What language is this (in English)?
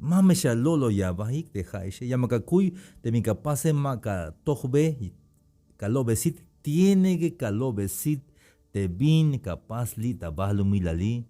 Tzeltal